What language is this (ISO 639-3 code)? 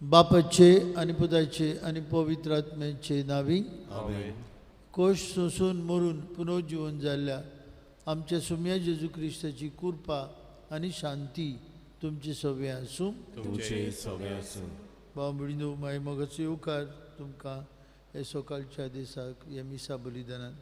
kok